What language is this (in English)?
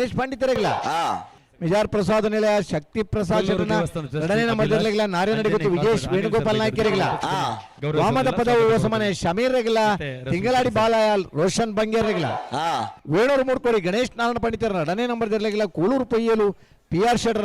Tulu